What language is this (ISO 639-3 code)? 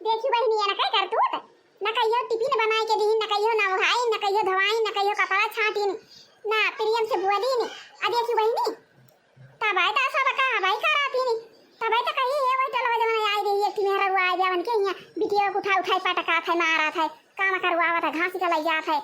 awa